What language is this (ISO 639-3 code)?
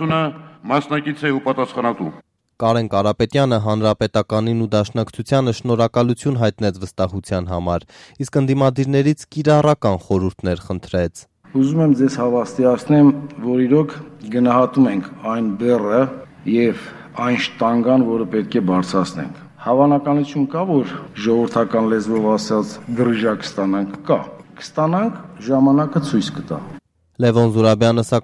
hye